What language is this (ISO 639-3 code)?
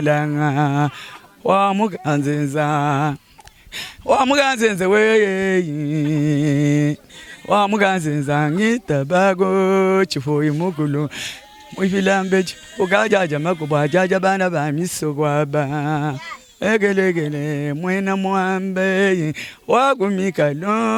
lua